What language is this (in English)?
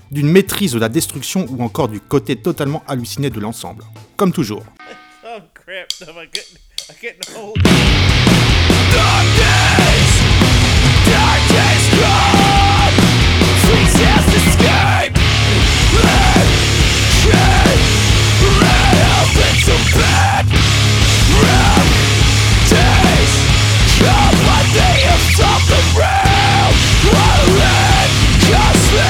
French